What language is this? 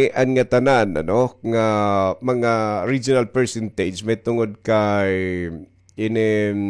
Waray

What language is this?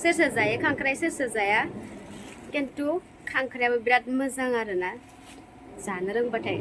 Bodo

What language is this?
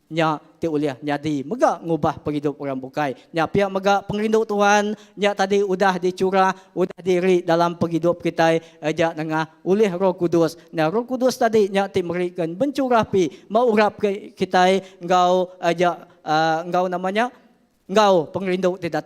Iban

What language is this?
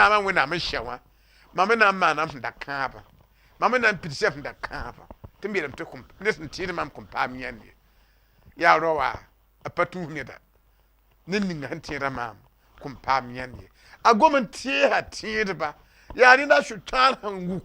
Mossi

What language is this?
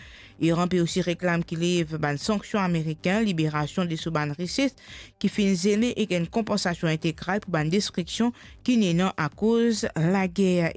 Morisyen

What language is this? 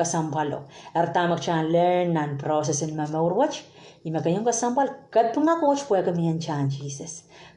Pohnpeian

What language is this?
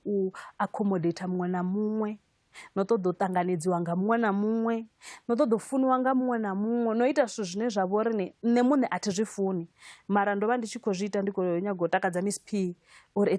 Venda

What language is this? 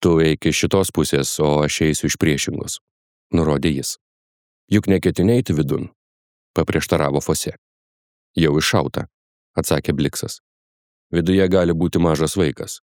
Lithuanian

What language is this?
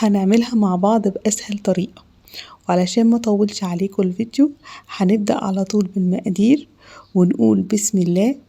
Egyptian Arabic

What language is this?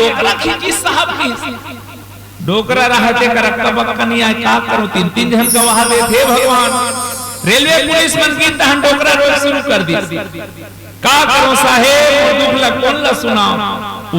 Chhattisgarhi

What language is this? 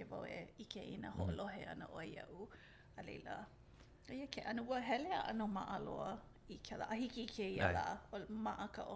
Hawaiian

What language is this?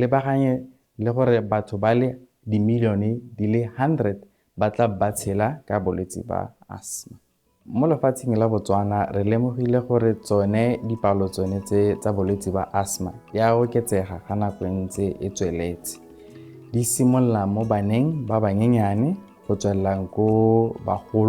Tswana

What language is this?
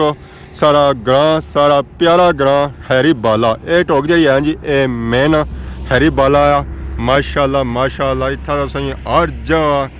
Pahari-Potwari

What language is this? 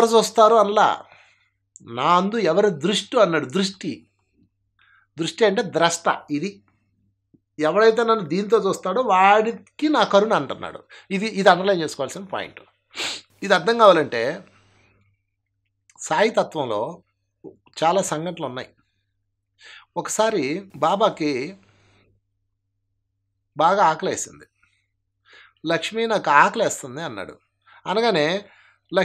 Telugu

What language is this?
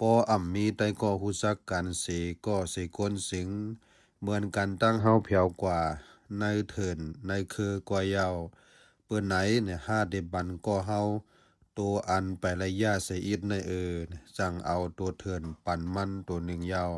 Lao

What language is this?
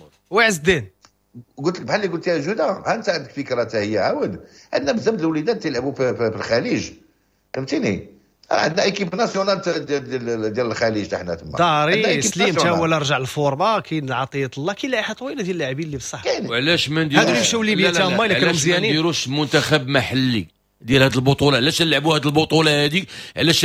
Moroccan Arabic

